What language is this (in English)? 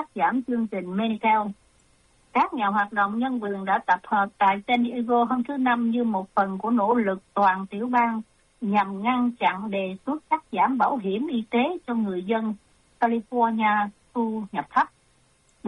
Vietnamese